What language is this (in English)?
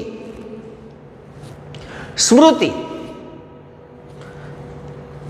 Gujarati